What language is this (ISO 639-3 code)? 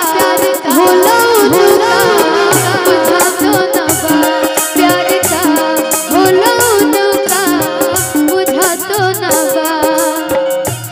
bho